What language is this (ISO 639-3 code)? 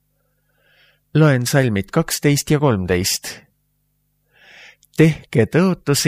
est